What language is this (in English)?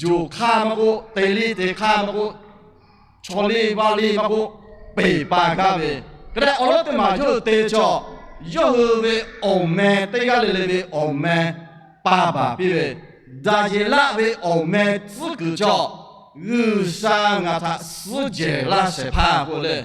Lahu